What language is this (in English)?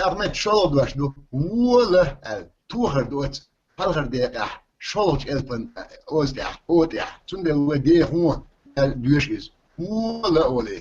Chechen